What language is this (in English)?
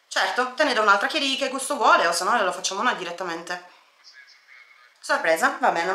Italian